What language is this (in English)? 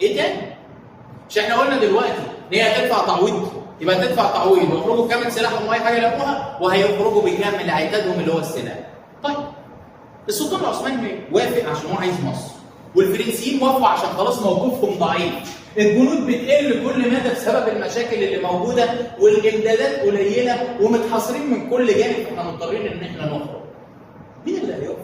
Egyptian Arabic